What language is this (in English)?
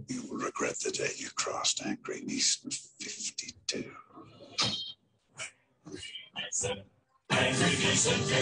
Slovak